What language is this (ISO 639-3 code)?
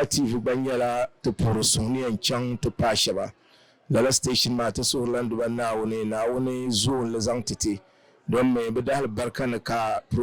dag